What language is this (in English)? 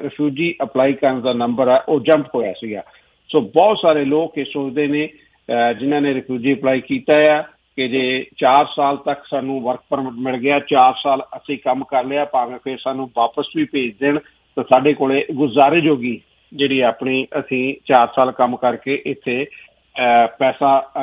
Punjabi